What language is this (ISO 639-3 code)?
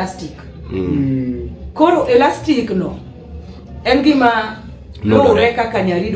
luo